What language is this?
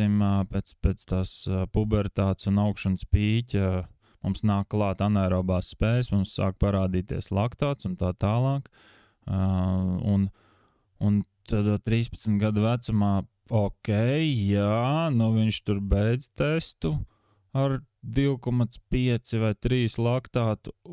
Latvian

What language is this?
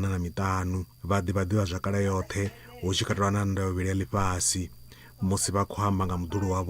Venda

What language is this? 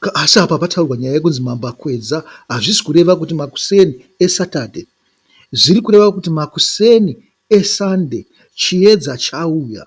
Shona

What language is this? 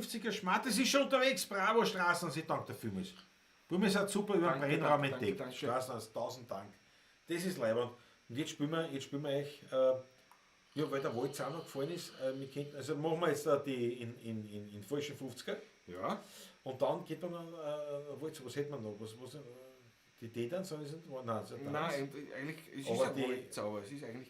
Bavarian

